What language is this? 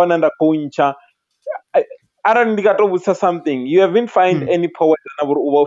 Venda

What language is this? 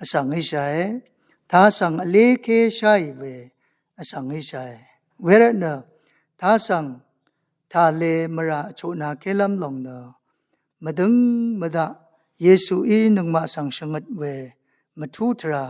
Rawang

